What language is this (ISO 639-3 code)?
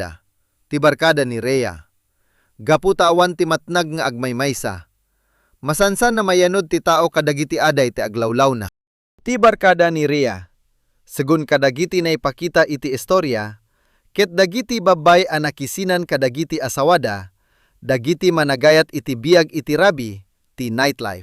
ilo